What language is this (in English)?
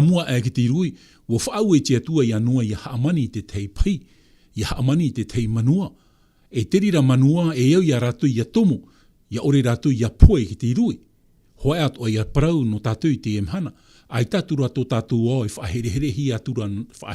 Tahitian